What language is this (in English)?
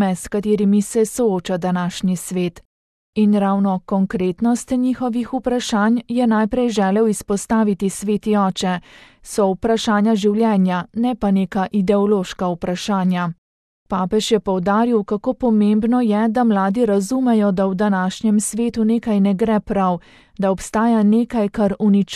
Slovenian